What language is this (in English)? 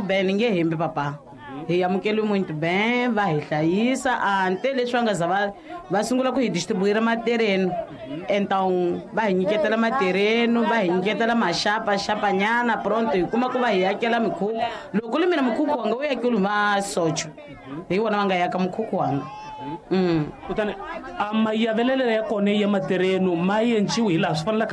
Tsonga